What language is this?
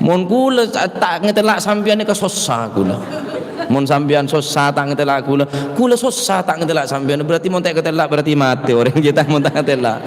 Madurese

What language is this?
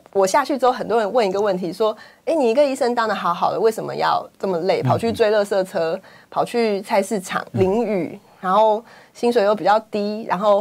Chinese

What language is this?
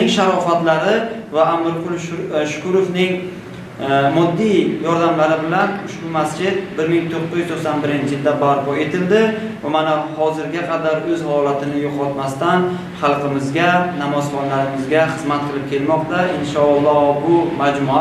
Uzbek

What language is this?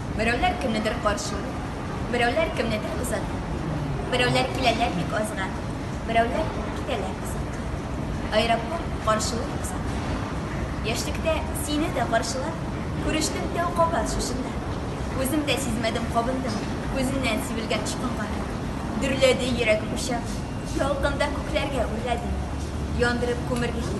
Tatar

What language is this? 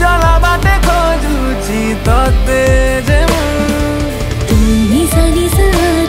Odia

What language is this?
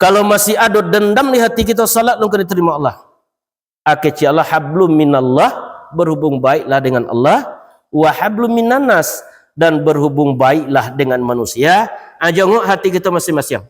Minangkabau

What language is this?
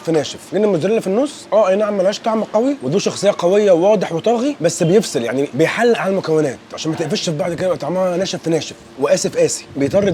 Egyptian Arabic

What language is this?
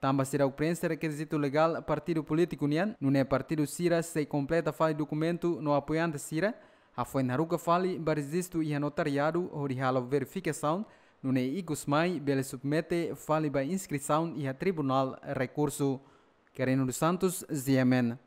Tetum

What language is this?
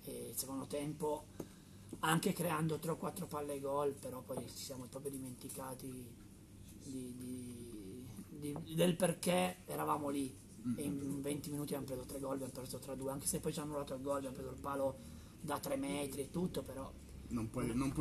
Italian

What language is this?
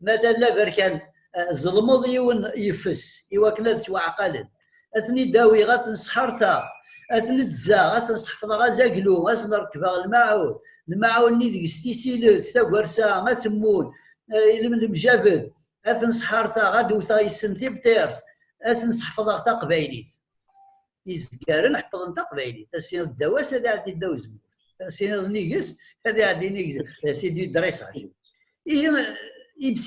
Kabyle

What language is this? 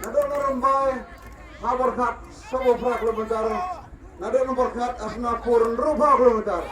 Khasi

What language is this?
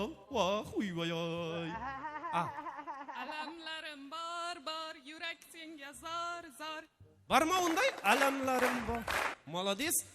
Kara-Kalpak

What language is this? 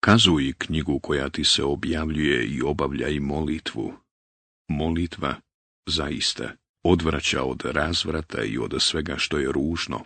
Bosnian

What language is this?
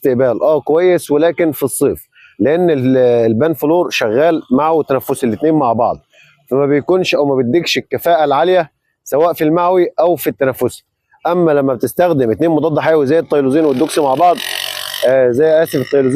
Egyptian Arabic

